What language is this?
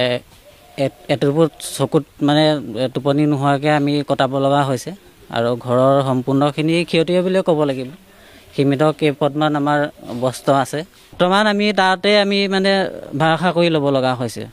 Assamese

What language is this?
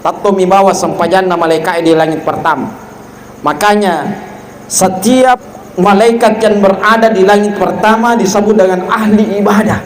Buginese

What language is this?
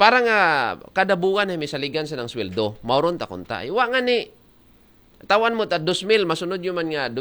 Aklanon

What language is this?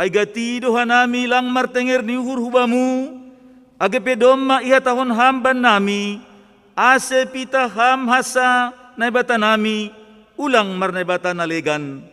Batak Simalungun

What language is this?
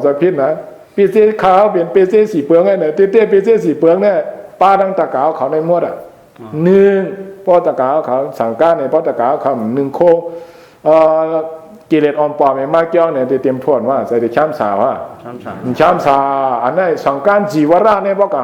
Shan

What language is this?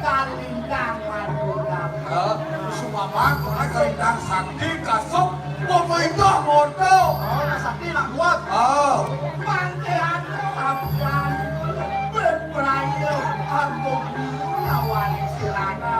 Balinese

